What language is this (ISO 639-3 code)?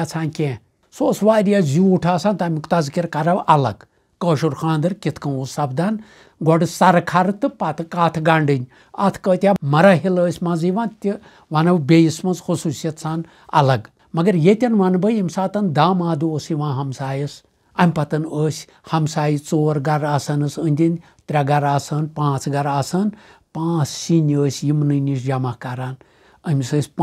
kas